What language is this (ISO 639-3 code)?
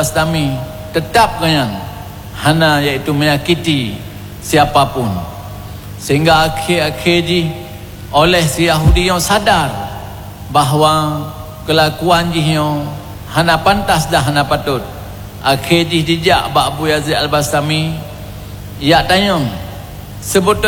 ace